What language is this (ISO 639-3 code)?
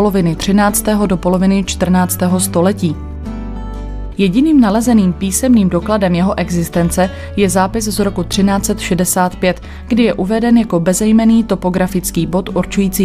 ces